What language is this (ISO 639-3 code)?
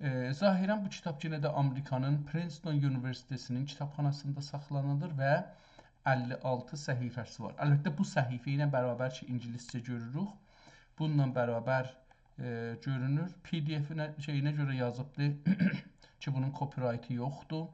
azb